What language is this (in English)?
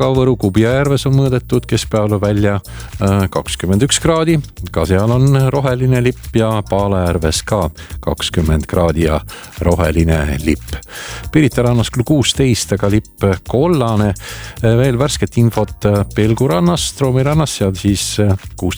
Estonian